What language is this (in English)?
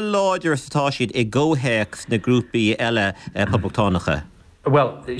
Irish